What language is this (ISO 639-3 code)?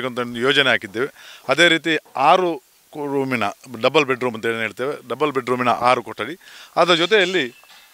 kan